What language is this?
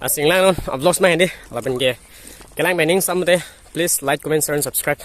Karbi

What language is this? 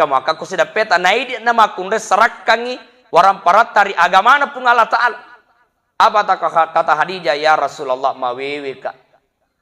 Buginese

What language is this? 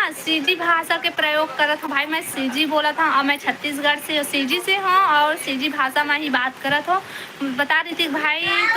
Chhattisgarhi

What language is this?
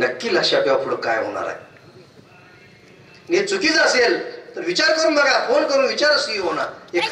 Marathi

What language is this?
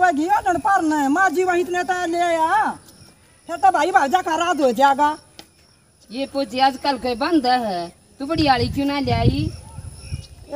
Haryanvi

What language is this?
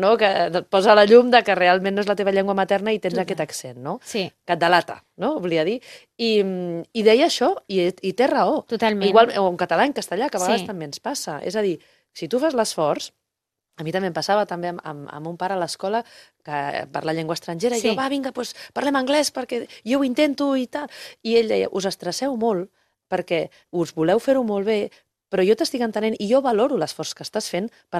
Catalan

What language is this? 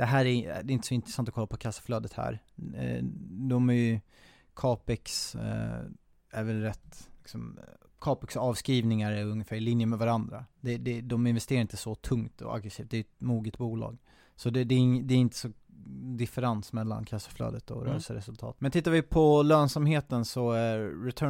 Swedish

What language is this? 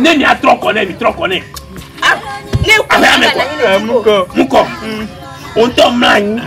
Ewe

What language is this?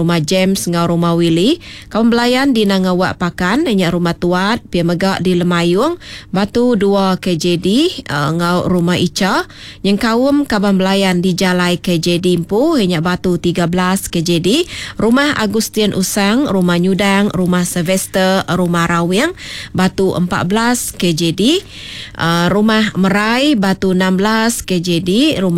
Iban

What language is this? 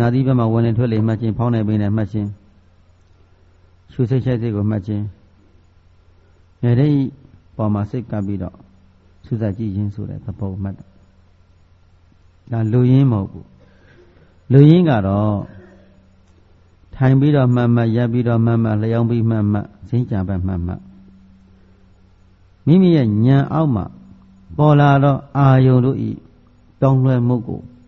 Burmese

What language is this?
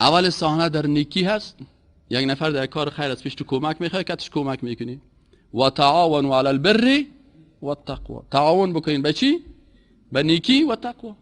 Persian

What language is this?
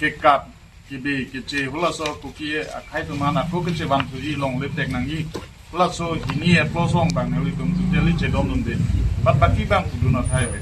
Karbi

